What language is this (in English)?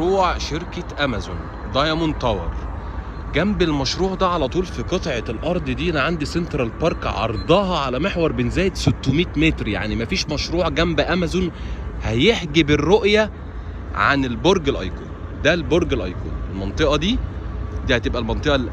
Egyptian Arabic